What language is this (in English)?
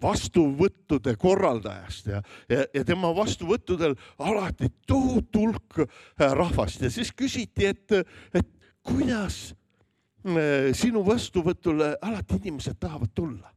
Estonian